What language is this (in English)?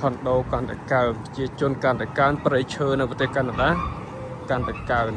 Khmer